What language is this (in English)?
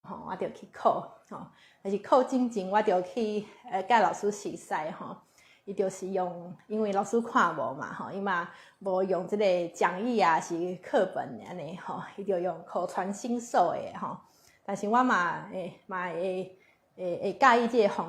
Min Nan Chinese